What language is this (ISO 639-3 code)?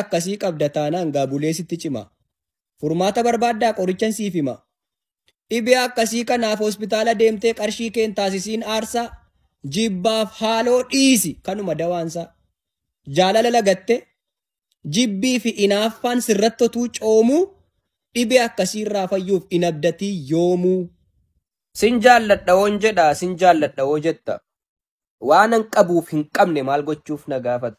orm